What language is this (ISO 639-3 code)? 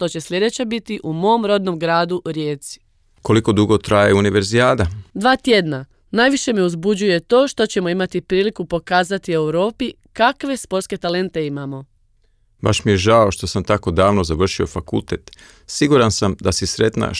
hrv